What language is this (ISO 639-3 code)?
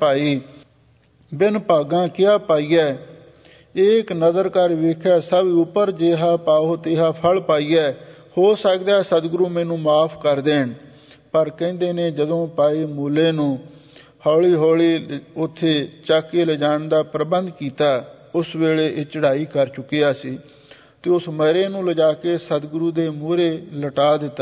pan